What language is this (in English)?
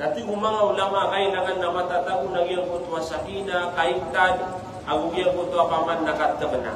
Maranao